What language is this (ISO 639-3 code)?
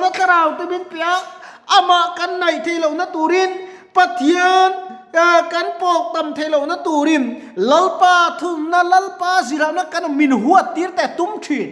lus